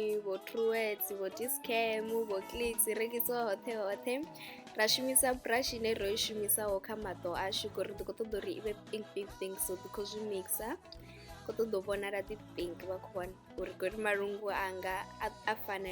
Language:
Venda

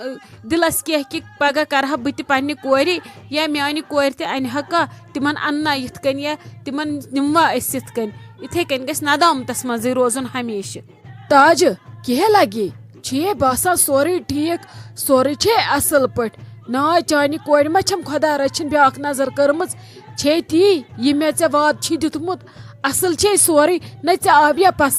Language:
Kashmiri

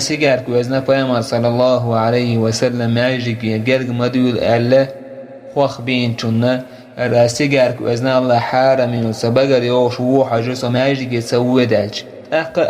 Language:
Chechen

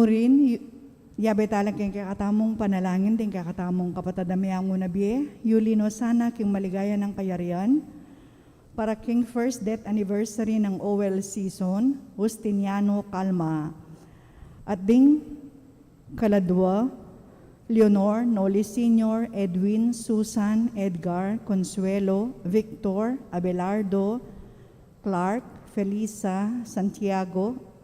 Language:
Pampanga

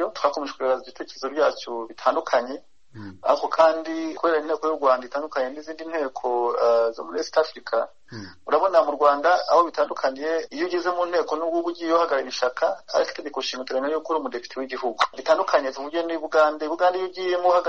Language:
Kinyarwanda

